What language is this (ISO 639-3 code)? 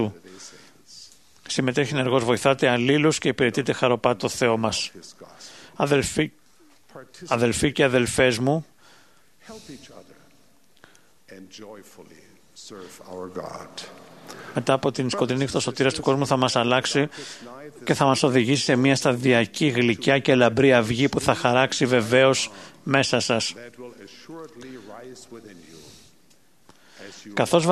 ell